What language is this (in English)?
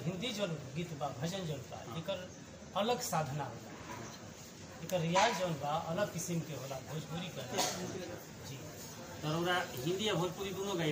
Bhojpuri